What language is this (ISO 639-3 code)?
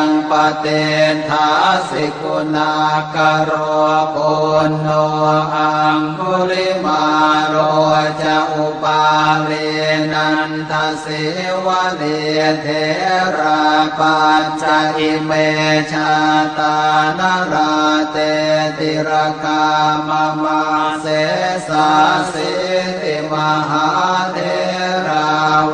pli